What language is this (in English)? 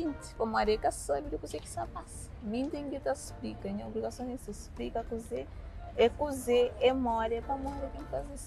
Kabuverdianu